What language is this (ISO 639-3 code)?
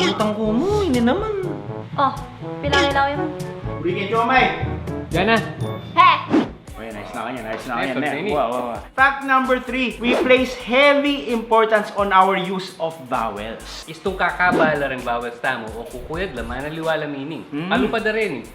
pam